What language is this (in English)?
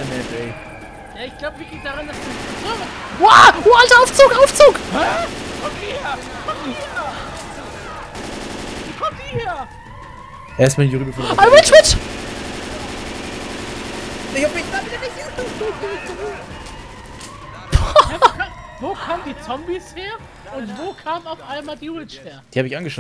German